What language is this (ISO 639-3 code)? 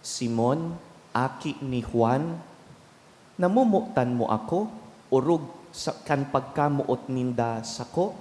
bik